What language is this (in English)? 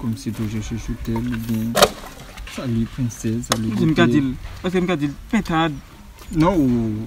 Haitian Creole